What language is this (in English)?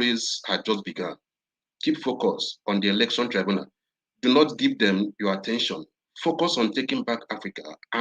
Nigerian Pidgin